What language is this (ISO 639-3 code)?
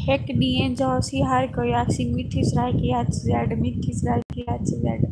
skr